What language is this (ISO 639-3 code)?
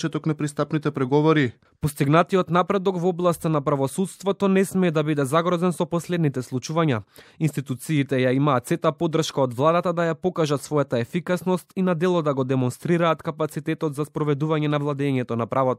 mkd